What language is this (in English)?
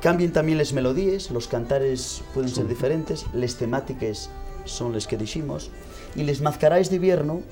Asturian